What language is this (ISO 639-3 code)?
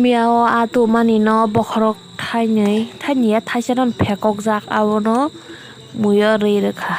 trp